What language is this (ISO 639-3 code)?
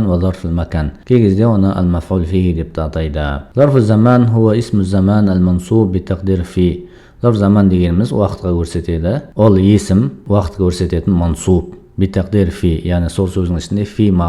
kaz